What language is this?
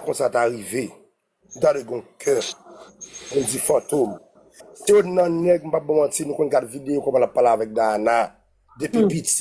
Haitian Creole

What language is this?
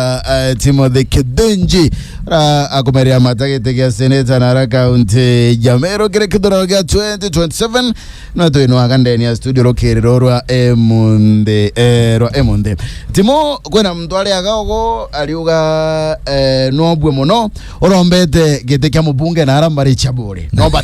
Meru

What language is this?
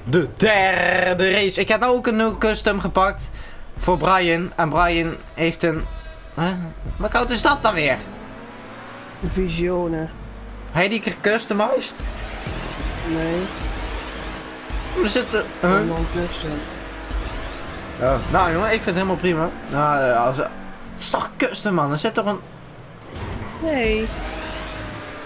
Dutch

